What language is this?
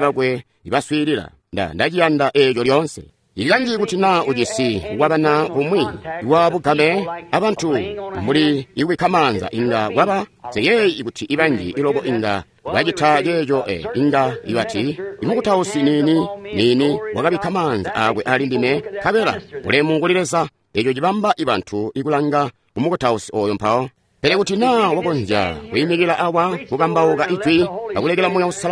Tonga (Zambia)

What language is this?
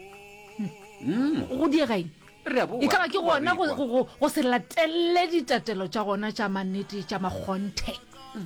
Northern Sotho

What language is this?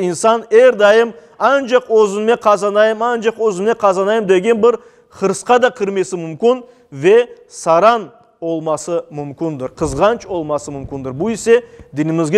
Crimean Tatar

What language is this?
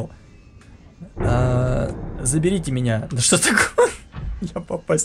Russian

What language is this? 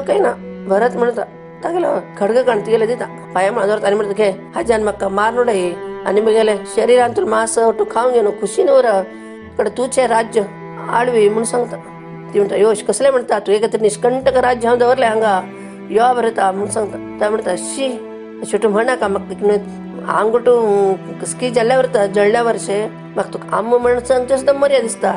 Konkani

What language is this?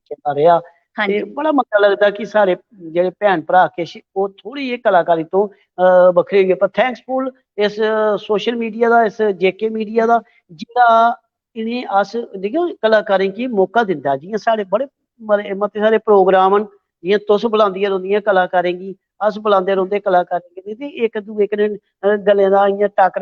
Dogri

